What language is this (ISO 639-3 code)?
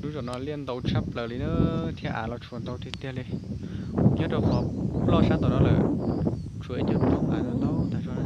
hmn